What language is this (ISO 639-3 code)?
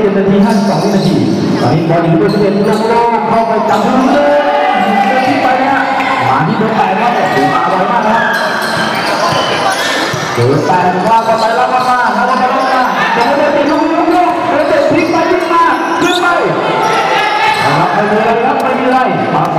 tha